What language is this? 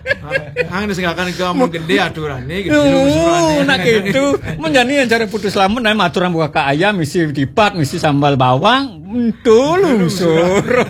Balinese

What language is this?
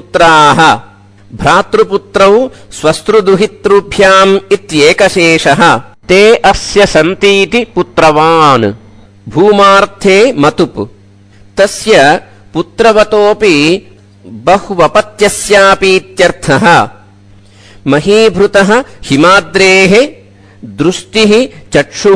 Sanskrit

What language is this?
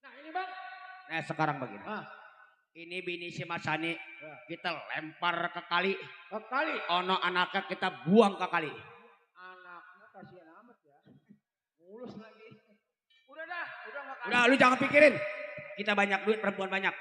Betawi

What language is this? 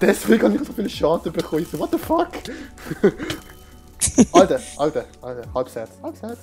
Swiss German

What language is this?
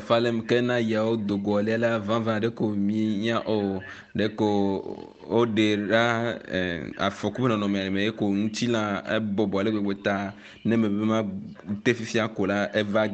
Ewe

